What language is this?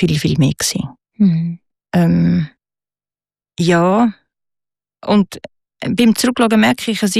German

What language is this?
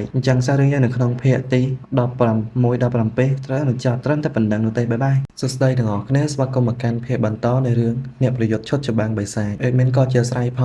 Khmer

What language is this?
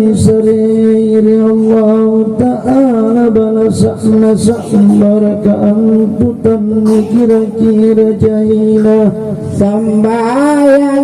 Makasar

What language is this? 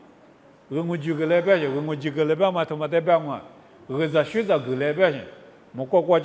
Lisu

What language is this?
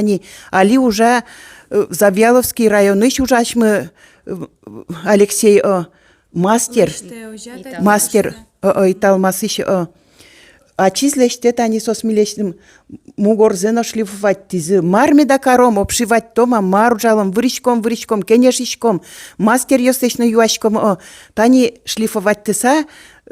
Udmurt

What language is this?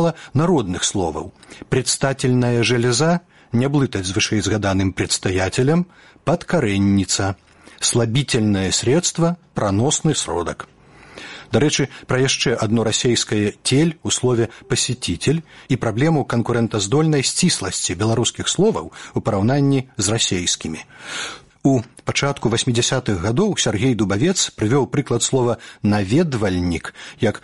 Belarusian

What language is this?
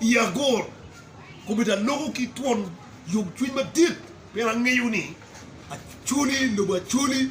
Acoli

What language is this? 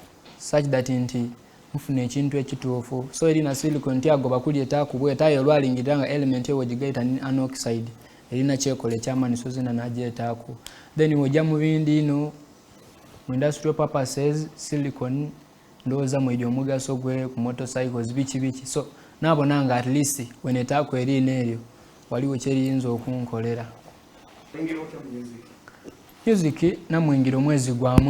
Soga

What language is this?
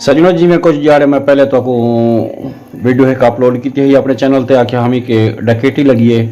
Saraiki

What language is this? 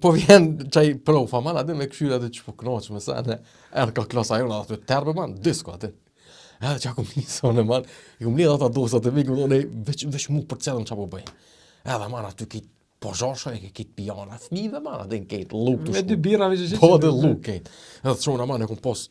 Albanian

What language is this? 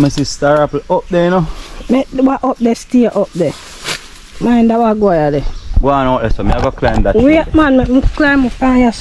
Jamaican Creole English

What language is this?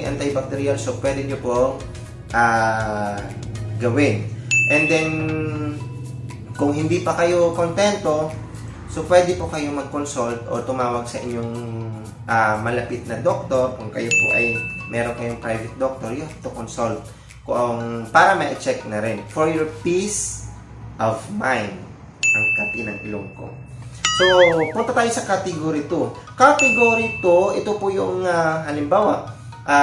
Filipino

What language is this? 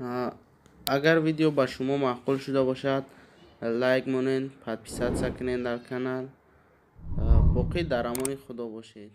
Tajik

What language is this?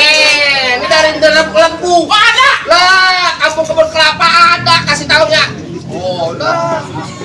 Betawi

